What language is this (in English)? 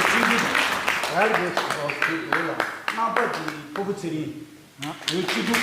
Tibetan